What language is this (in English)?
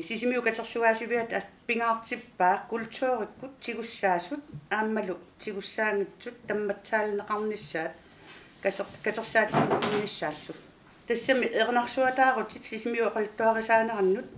Kalaallisut